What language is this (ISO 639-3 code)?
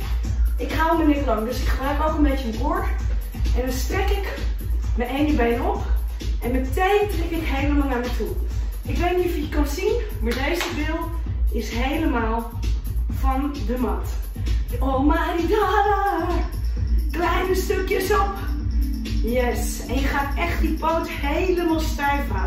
nld